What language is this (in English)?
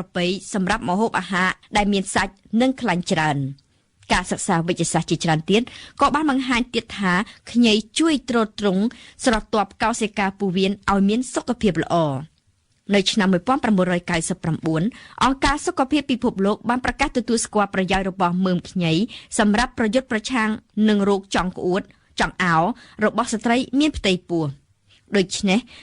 Khmer